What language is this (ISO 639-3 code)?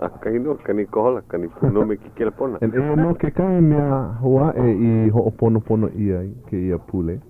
haw